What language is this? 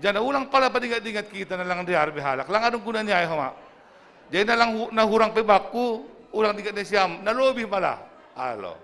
Batak Simalungun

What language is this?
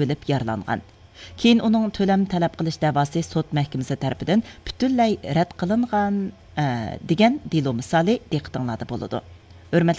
Uyghur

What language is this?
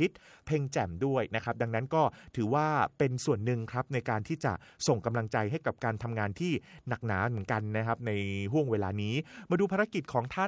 Thai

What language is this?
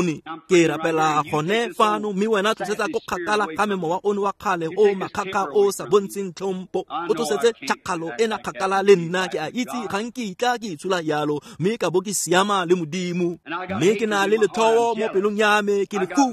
Tswana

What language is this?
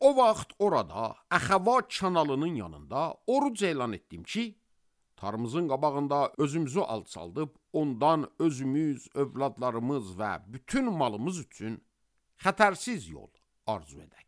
Azerbaijani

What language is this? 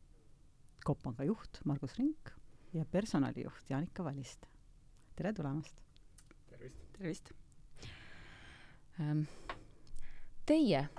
Estonian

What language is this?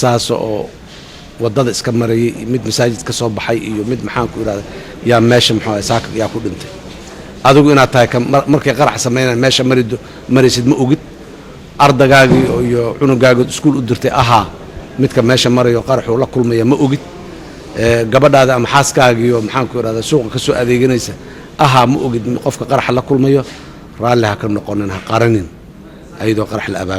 Somali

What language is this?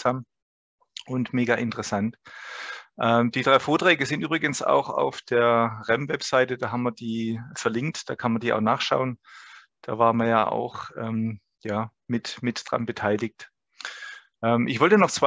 German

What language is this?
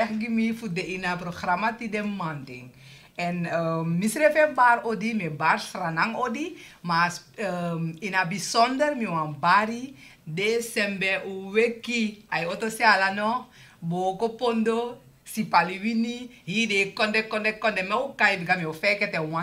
Sranan Tongo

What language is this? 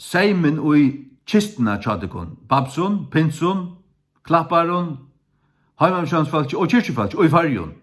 Faroese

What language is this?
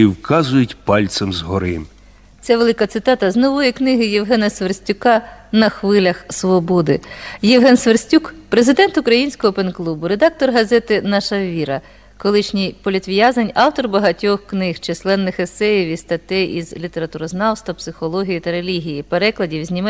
Ukrainian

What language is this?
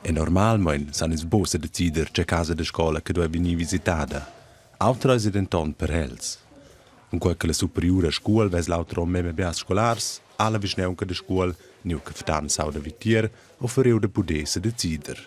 Romansh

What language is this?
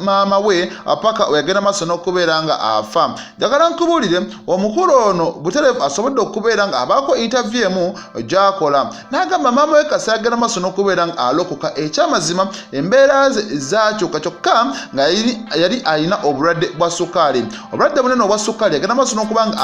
Ganda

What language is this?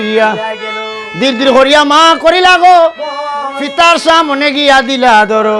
Sylheti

